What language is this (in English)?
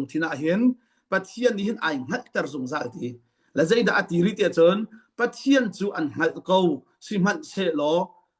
Hakha Chin